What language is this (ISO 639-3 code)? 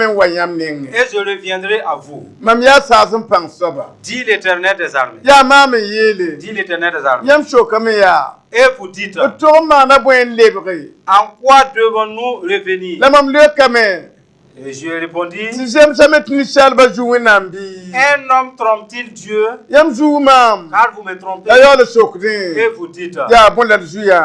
mos